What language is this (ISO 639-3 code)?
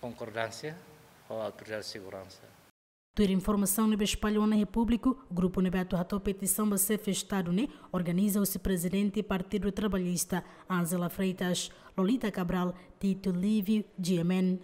tet